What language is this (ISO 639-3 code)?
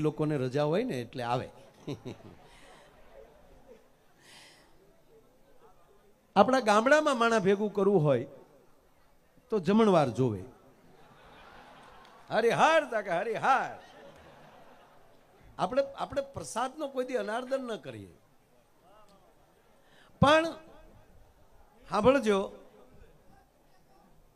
guj